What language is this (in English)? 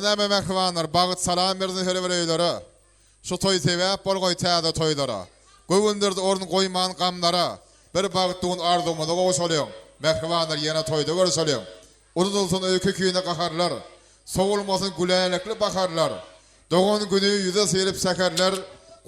Turkmen